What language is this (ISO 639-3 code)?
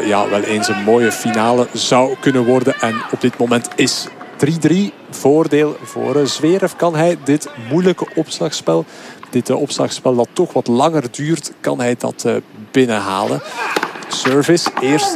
nld